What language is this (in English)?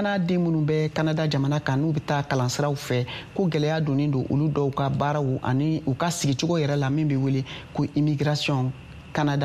Bambara